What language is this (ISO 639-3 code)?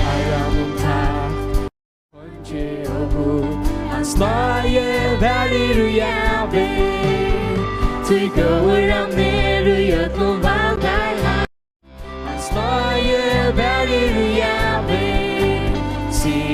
fao